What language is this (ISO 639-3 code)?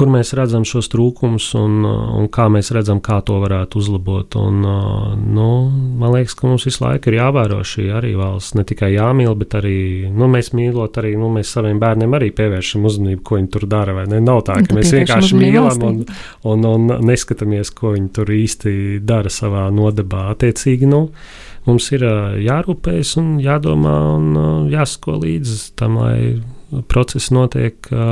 lav